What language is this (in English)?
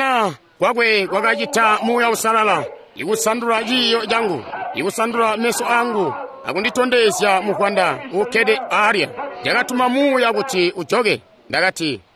Tonga (Zambia)